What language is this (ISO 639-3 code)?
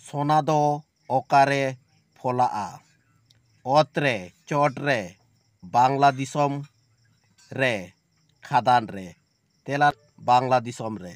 sat